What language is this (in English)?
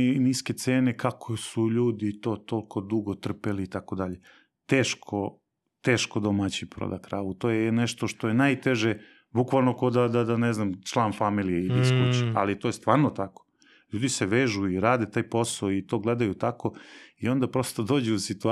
Serbian